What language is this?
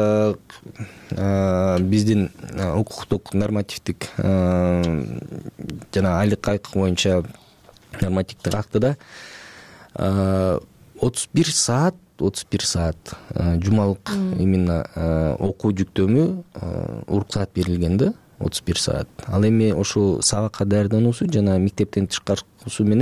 Kyrgyz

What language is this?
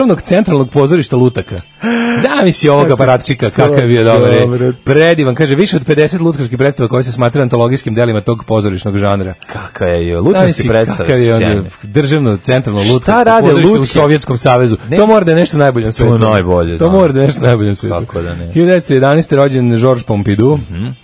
Serbian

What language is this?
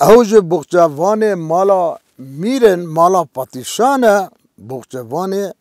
Kurdish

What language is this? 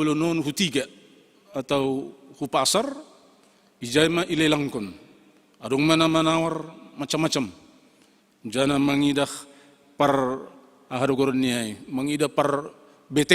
Batak Simalungun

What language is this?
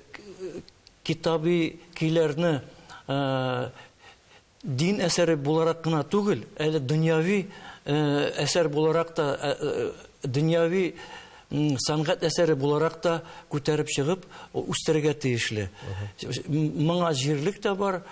Tatar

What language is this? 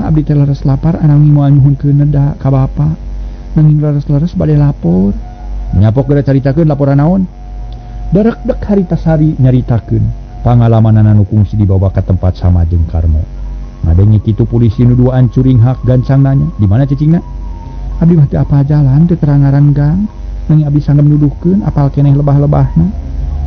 Sundanese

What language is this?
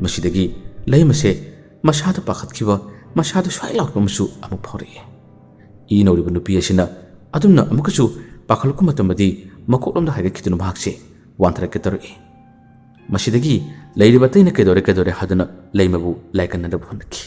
Manipuri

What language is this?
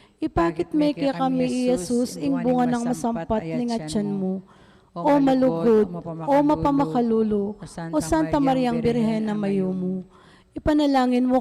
Pampanga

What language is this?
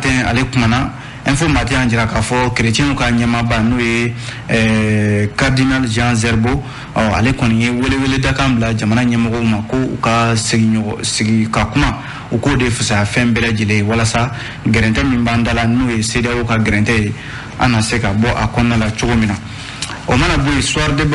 Bambara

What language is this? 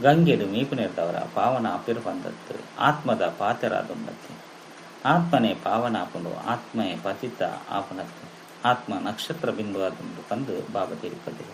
Tulu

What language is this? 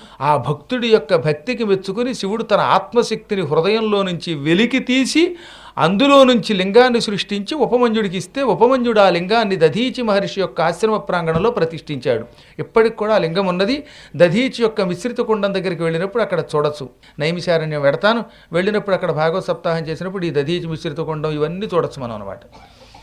Telugu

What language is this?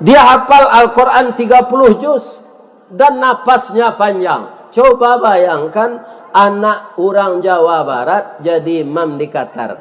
Minangkabau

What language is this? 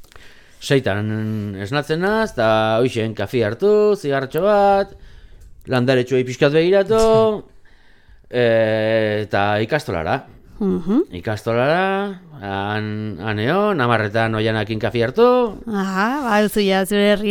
Basque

